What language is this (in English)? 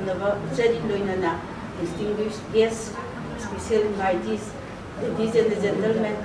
Manipuri